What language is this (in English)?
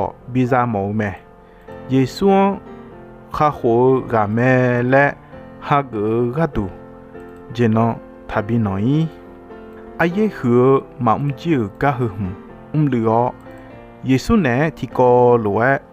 Akha